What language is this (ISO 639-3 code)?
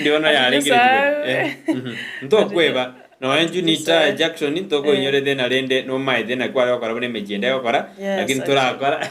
guz